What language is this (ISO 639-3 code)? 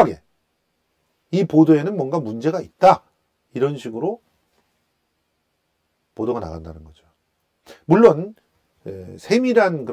kor